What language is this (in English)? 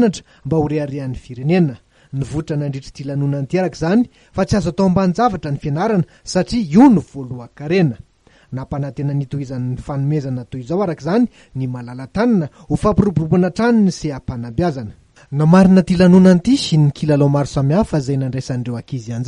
Malagasy